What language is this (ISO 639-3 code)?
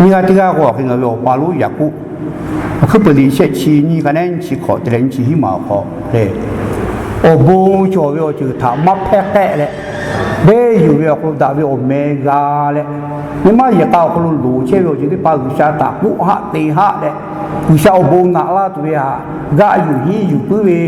lhu